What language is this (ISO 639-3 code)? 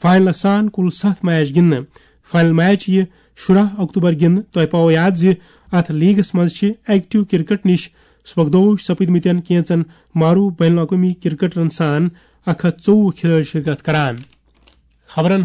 kas